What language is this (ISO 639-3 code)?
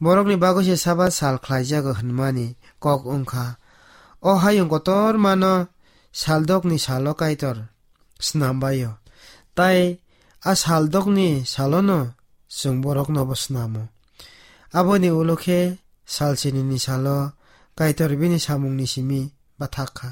trp